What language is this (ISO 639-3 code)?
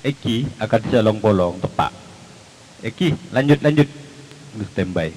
mad